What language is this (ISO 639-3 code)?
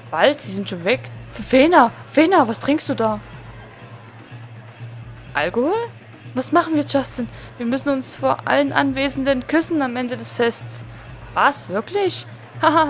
deu